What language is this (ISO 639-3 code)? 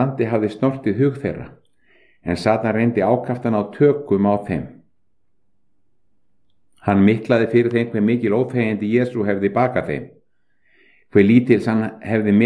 isl